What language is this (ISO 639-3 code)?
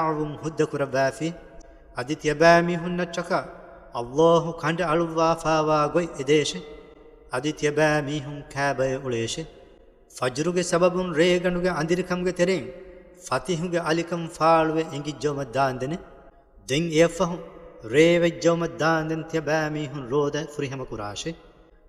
div